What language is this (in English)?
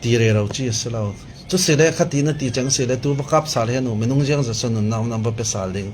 Falam Chin